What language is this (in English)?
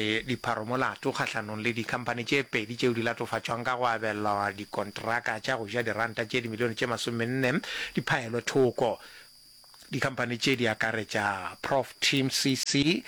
Northern Sotho